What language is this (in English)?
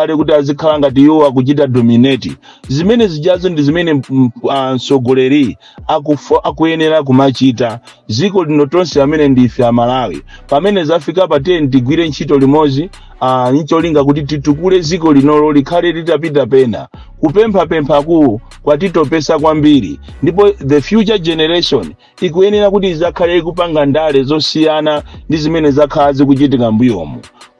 Nyanja